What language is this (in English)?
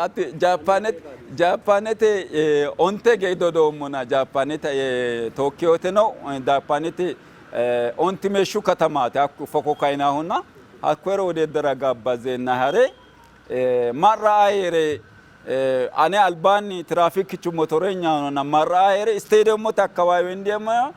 Sidamo